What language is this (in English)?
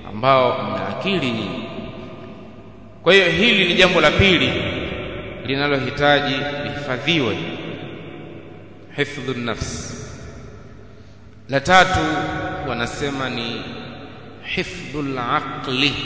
Swahili